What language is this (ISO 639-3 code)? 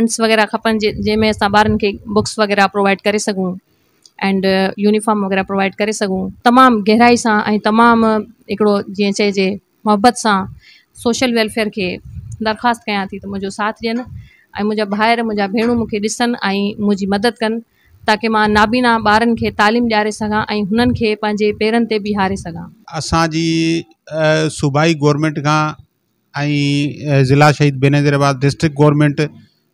snd